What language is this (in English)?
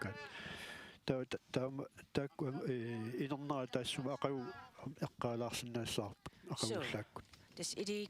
Kalaallisut